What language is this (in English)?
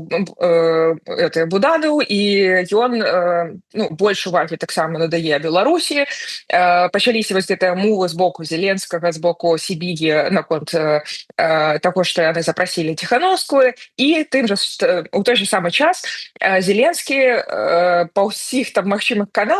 Belarusian